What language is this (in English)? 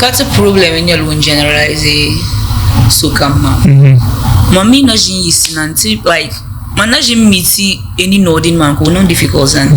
Dagbani